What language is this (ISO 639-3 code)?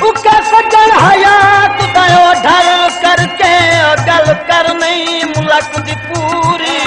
skr